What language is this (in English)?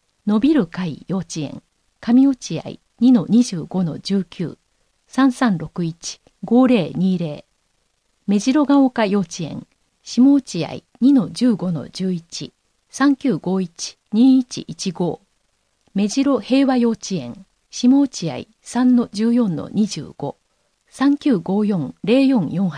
Japanese